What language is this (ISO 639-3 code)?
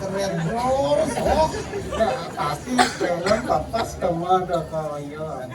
ban